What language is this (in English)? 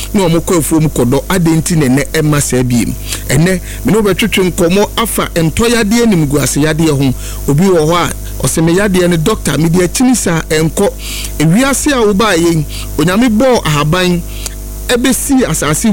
Akan